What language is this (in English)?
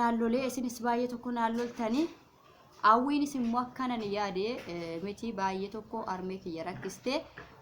Oromo